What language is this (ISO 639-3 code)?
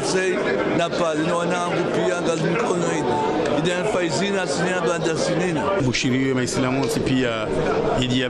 zdj